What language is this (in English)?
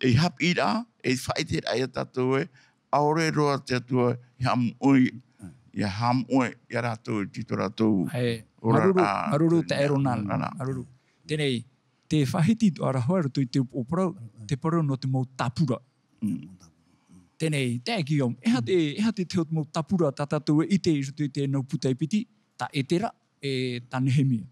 Tahitian